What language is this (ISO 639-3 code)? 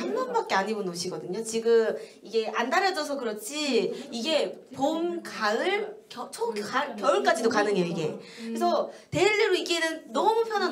kor